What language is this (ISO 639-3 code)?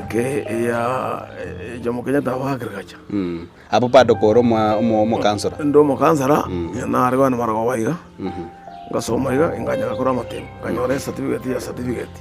guz